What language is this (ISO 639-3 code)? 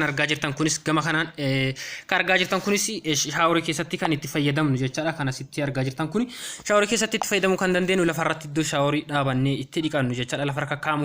orm